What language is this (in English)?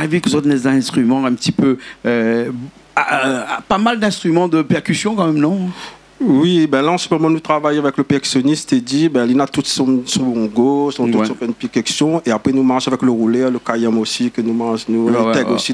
Réunion Creole French